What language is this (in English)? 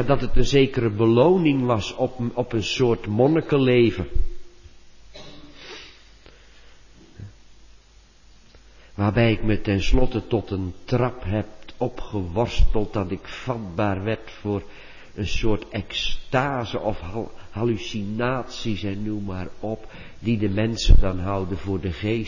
Dutch